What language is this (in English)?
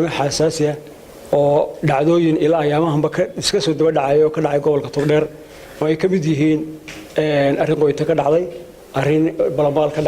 Somali